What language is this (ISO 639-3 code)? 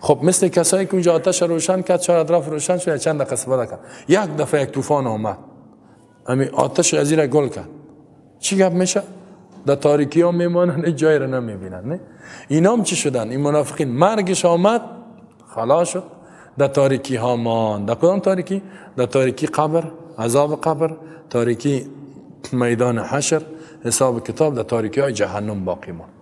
tgk